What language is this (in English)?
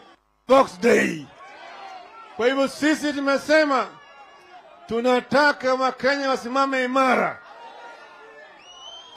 Swahili